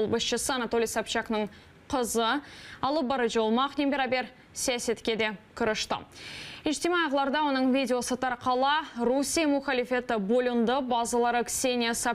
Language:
Crimean Tatar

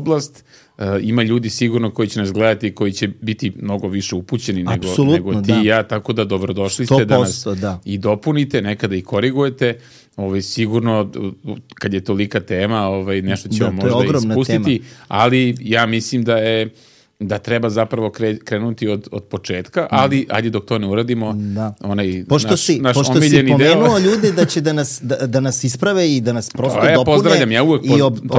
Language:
Serbian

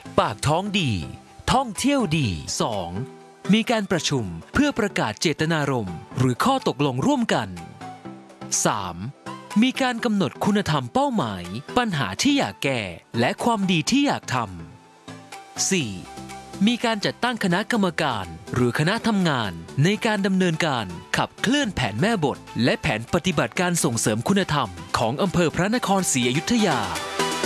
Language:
Thai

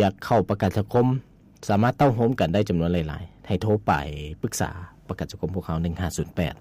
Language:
Lao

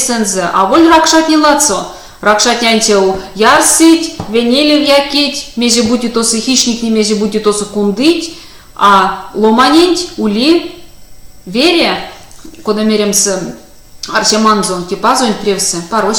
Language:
Erzya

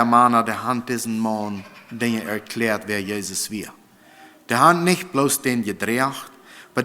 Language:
Plautdietsch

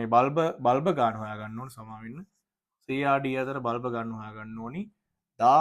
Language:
Sinhala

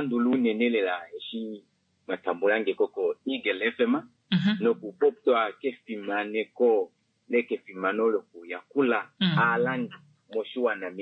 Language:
Kuanyama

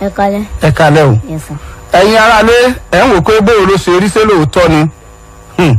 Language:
Yoruba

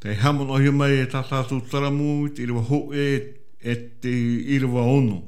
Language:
Tahitian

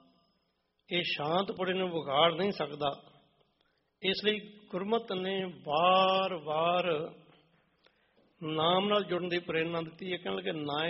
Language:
Punjabi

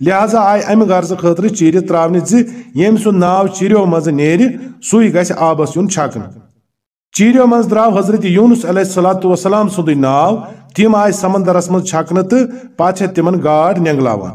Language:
Kashmiri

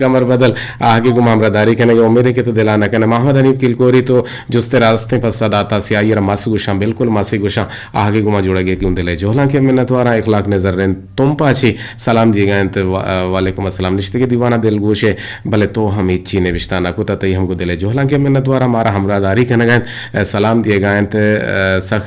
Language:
Eastern Balochi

